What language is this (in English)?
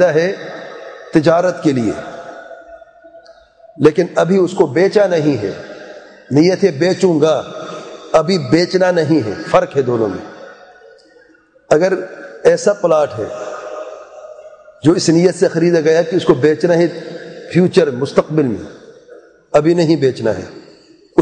Urdu